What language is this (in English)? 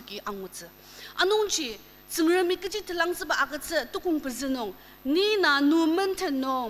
Ao Naga